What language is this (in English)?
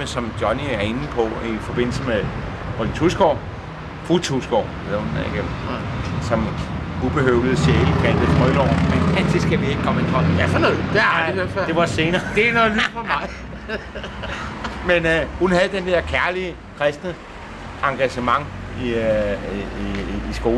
Danish